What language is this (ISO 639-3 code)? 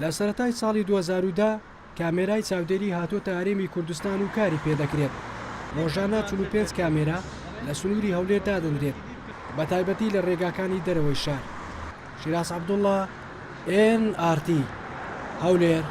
ckb